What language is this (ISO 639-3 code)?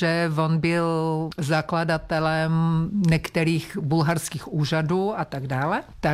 ces